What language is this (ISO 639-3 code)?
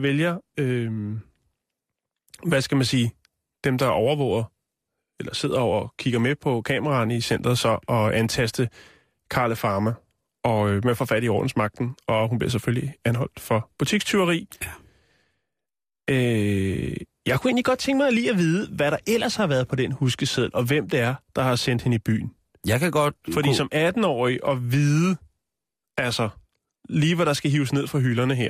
dan